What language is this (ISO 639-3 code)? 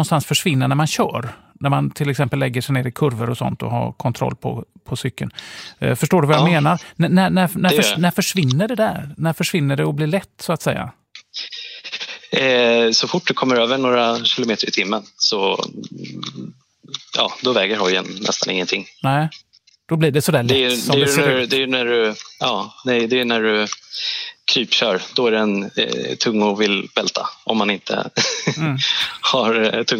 swe